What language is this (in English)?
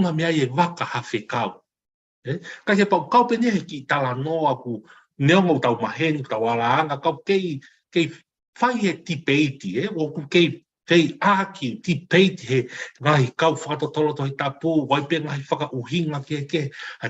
Tongan